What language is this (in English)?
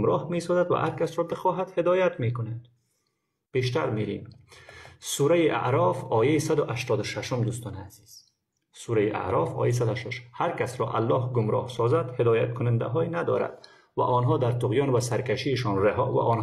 Persian